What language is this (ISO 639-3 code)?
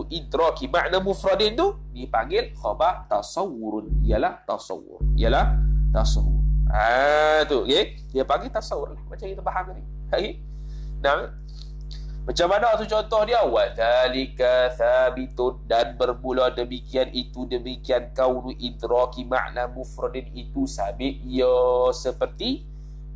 msa